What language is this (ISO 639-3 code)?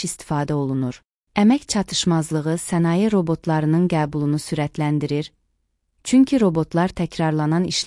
aze